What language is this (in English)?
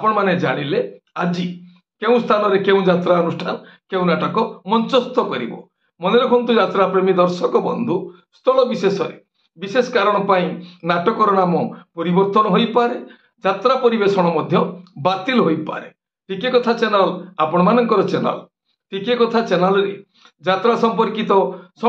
Odia